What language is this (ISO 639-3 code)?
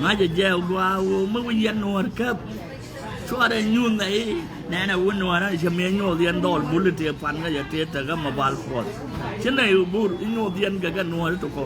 nus